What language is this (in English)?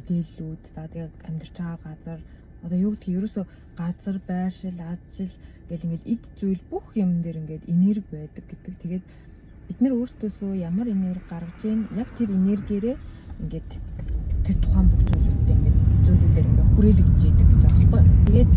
Mongolian